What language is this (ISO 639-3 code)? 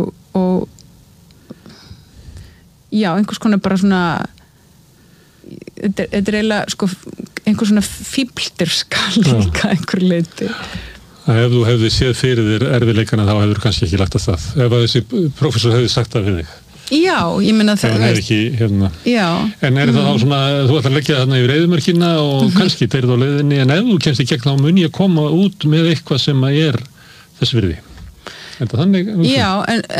isl